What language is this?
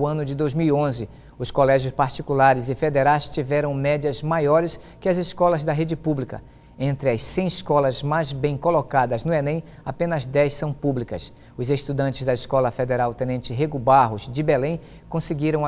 Portuguese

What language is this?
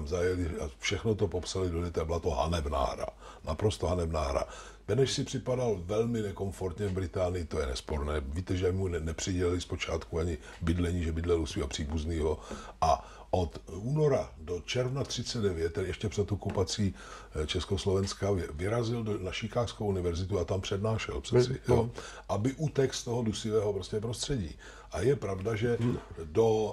Czech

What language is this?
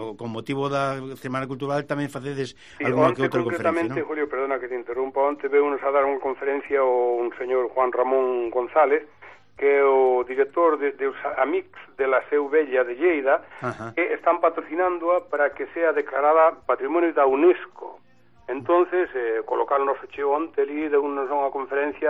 Galician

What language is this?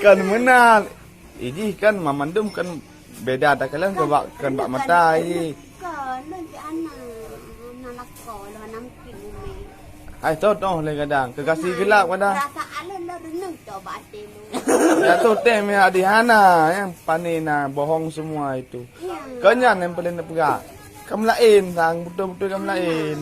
Achinese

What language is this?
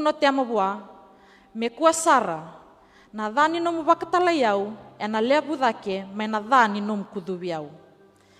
Fijian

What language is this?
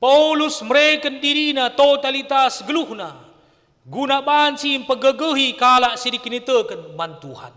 Batak Karo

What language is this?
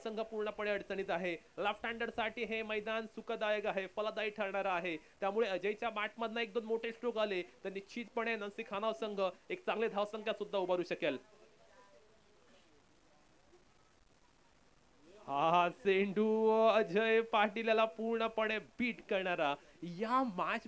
Marathi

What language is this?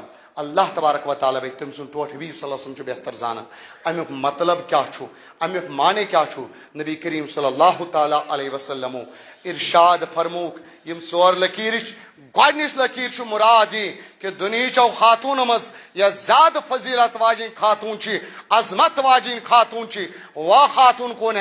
Kashmiri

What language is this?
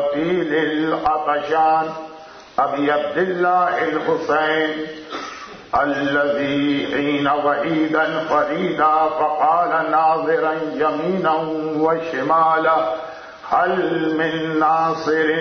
Urdu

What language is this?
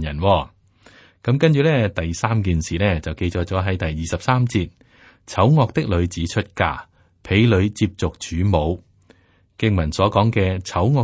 Cantonese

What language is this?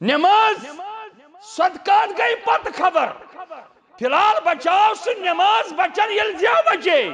Kashmiri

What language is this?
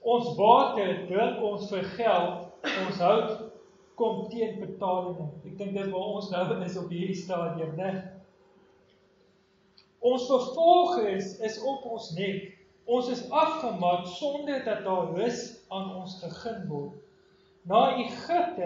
Afrikaans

